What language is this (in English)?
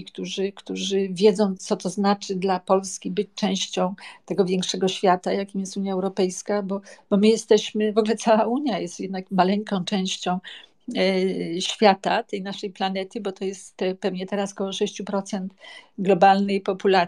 Polish